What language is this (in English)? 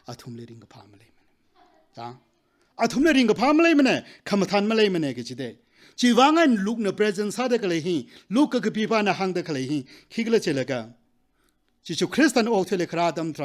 Tangkhul Naga (India)